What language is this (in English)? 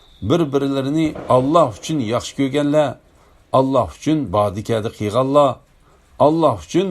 Uyghur